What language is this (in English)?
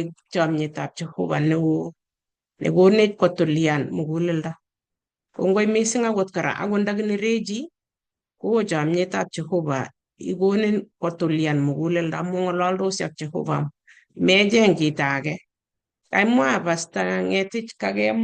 Kalenjin